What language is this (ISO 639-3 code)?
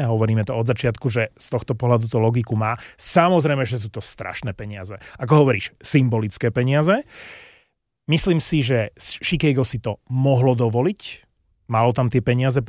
slk